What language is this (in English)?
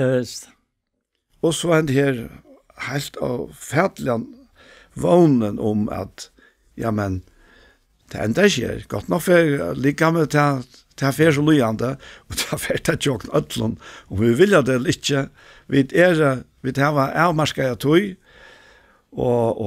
Faroese